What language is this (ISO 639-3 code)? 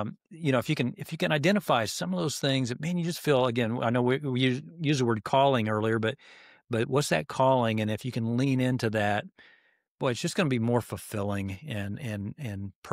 eng